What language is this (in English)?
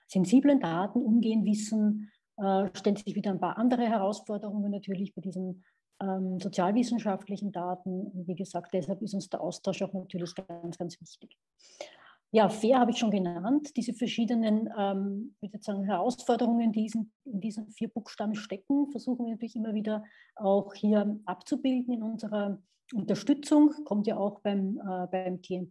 German